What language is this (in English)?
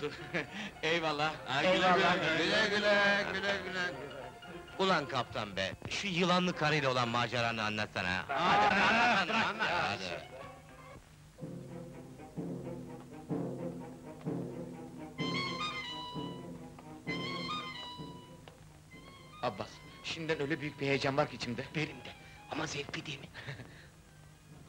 Turkish